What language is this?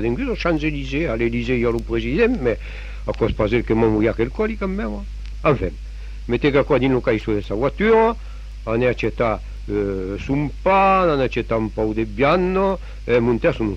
Occitan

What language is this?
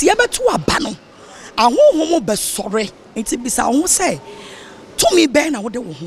Akan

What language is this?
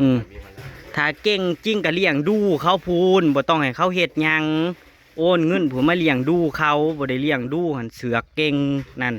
Northeastern Thai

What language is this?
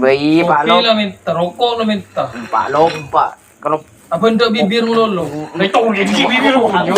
Madurese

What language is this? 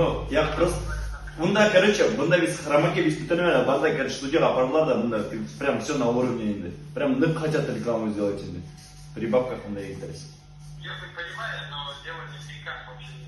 Bashkir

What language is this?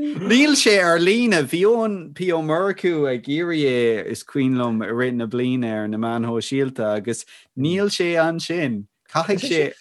Irish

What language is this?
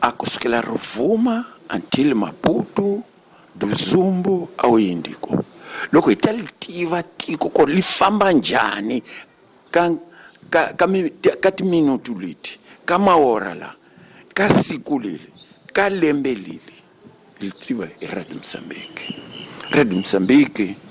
Tsonga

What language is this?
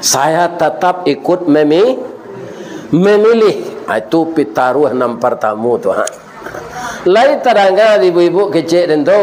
Minangkabau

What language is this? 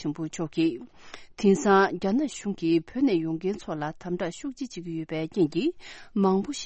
Tibetan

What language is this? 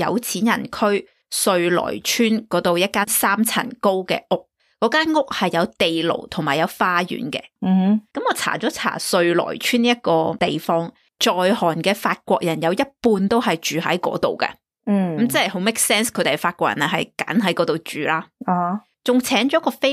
Cantonese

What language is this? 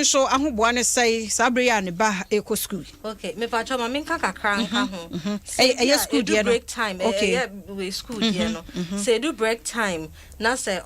Akan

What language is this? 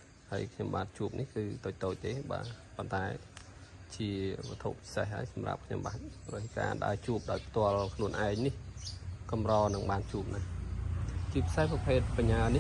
Khmer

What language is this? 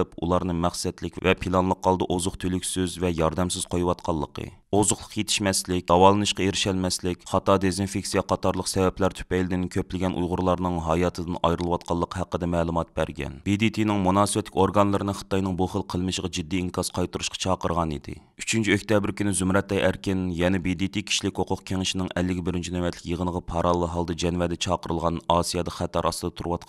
Uyghur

